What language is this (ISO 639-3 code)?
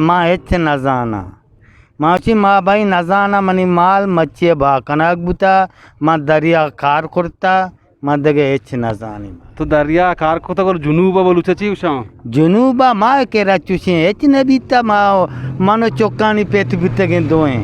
bgp